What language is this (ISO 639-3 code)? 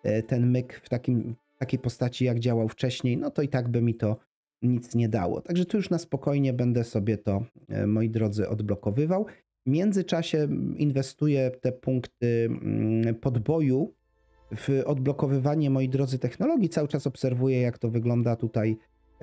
pol